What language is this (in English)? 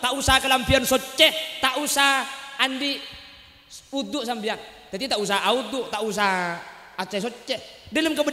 Madurese